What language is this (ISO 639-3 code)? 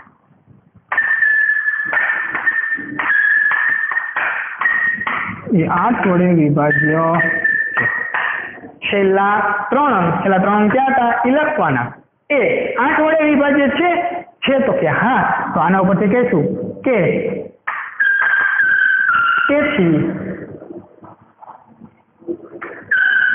guj